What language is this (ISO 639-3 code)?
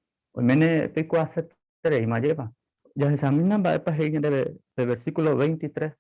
grn